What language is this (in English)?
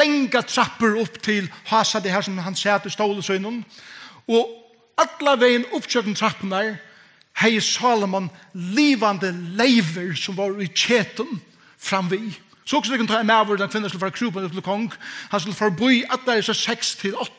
Faroese